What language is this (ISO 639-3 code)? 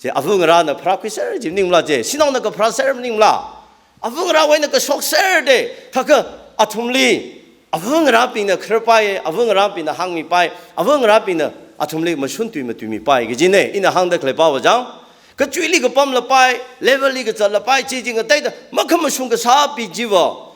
nmf